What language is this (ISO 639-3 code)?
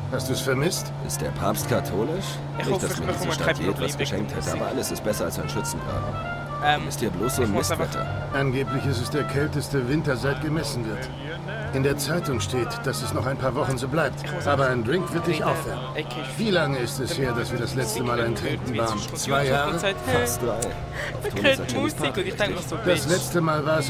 gsw